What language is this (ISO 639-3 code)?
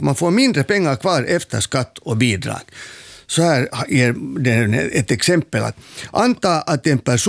swe